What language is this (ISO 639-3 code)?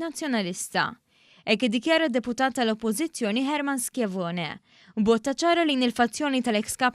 mlt